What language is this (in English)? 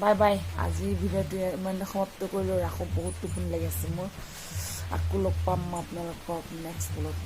Assamese